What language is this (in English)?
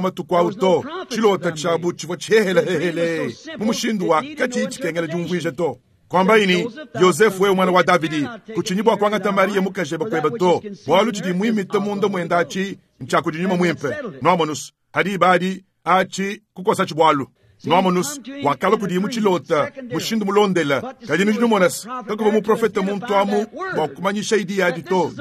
Luba-Lulua